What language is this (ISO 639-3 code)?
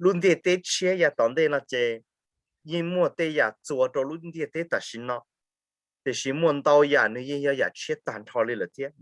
hmn